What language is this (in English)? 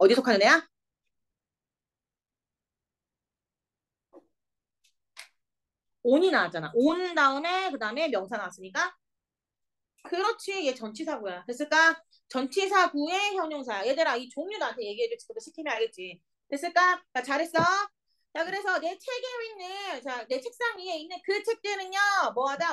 Korean